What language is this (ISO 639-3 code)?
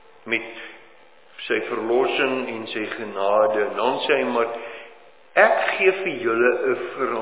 afr